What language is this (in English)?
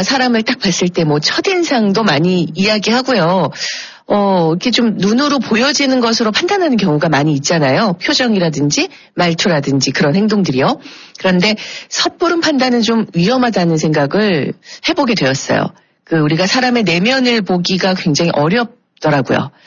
Korean